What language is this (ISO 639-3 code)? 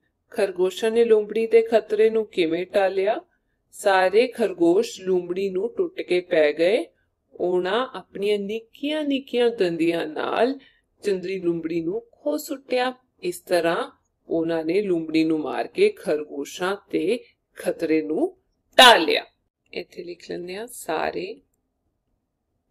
pan